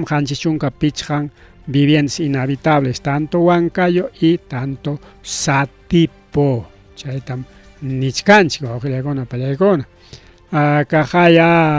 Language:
Ayacucho Quechua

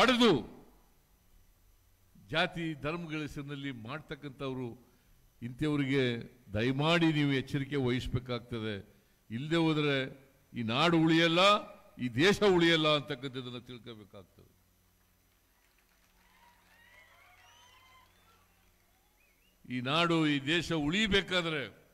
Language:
Kannada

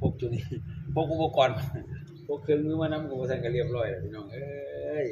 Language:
Lao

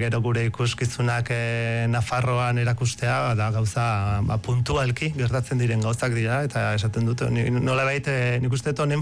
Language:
Basque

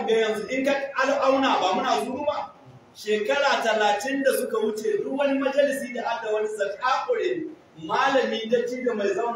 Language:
Hausa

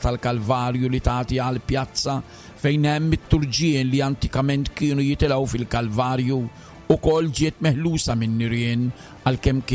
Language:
Maltese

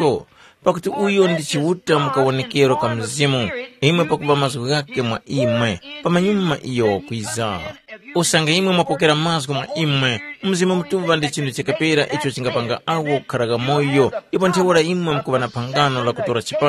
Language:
Tumbuka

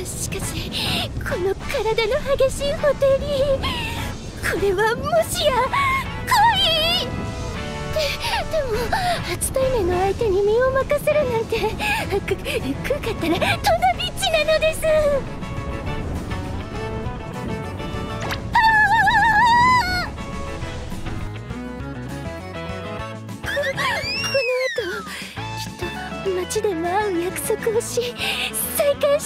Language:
Japanese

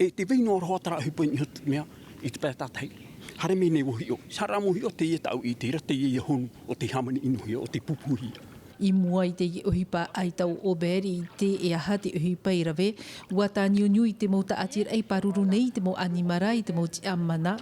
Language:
Tahitian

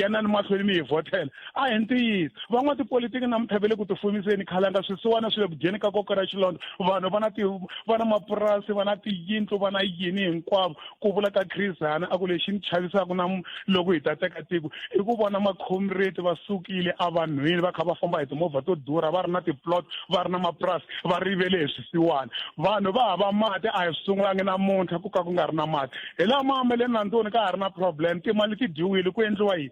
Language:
Tsonga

